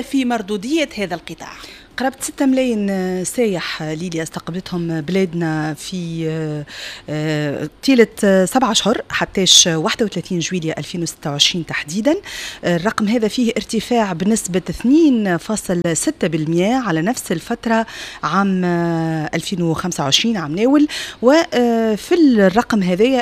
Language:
Tunisian Arabic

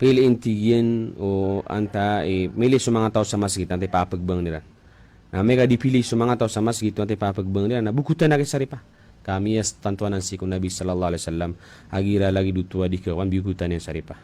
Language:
Maranao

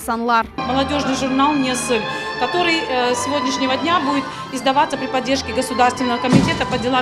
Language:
Crimean Tatar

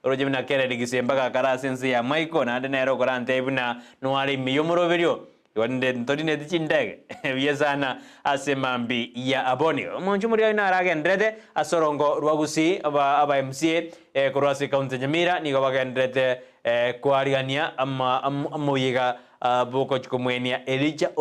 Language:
Gusii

